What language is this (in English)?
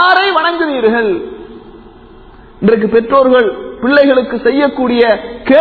Tamil